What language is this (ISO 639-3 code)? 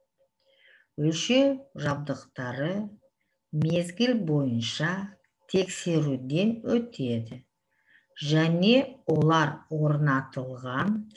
kaz